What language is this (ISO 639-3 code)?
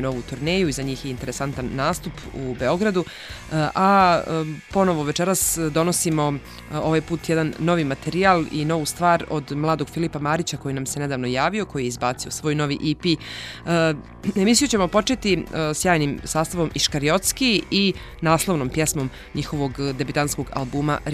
bos